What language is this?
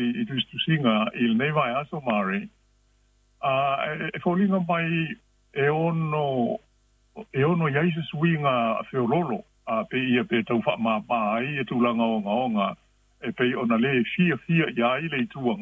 Samoan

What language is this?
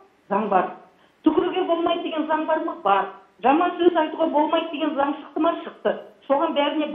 Kazakh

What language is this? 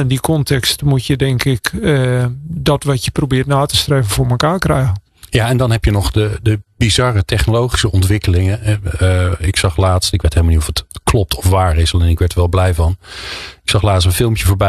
Dutch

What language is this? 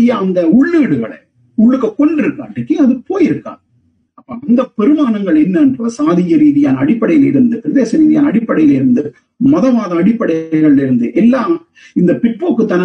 Tamil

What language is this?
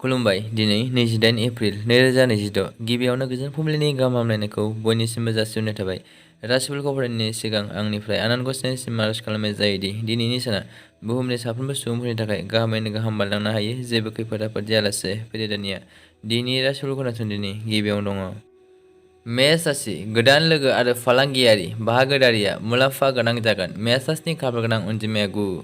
Bodo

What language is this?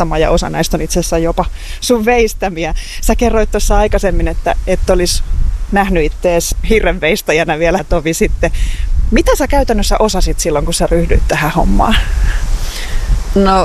Finnish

